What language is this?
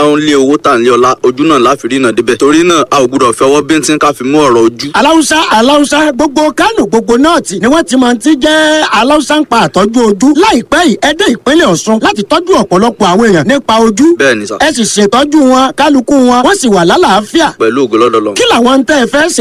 Yoruba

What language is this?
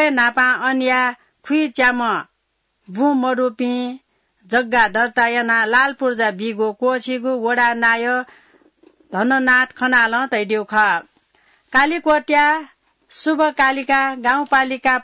Newari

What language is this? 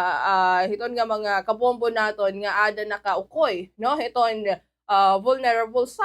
Waray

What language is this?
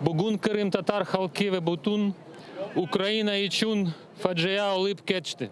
Crimean Tatar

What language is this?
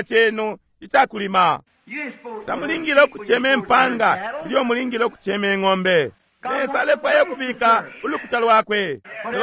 Bemba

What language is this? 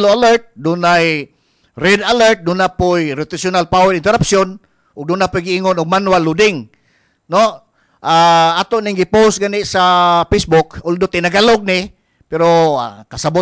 Cebuano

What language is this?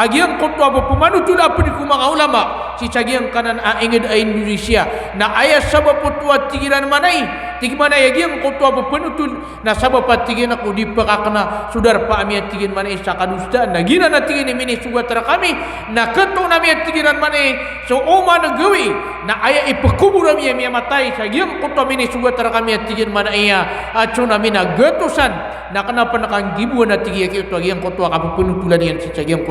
Maranao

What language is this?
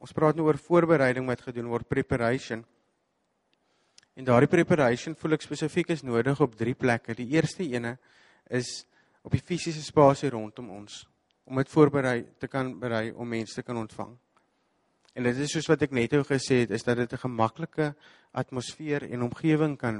Afrikaans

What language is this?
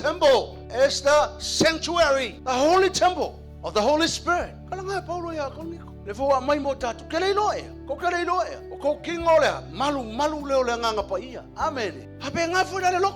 Samoan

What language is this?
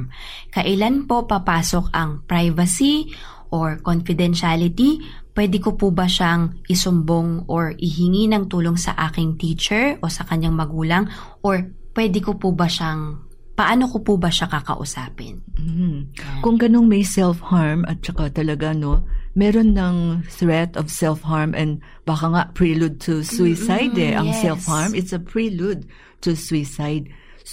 Filipino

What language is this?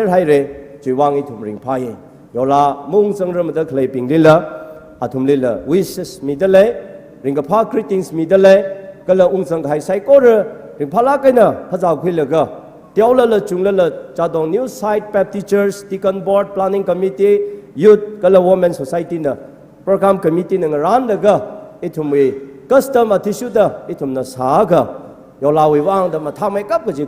Tangkhul Naga (India)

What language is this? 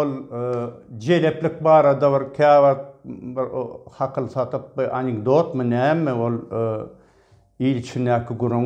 Turkmen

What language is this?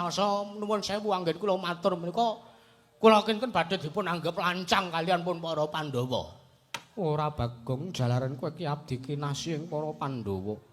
Javanese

